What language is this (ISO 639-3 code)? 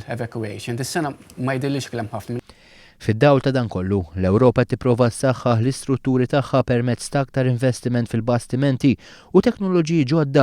mlt